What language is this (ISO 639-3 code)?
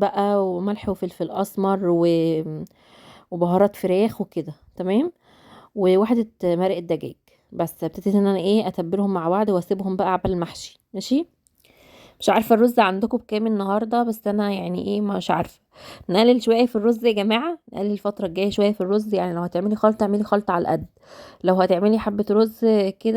arz